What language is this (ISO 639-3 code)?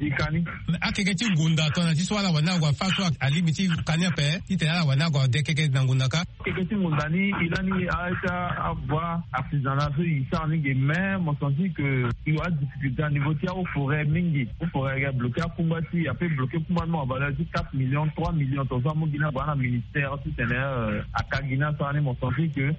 sag